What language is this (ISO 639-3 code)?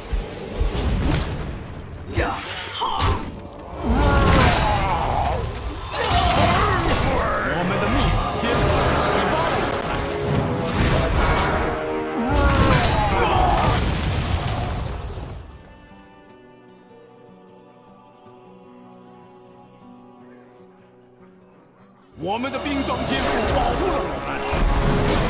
zho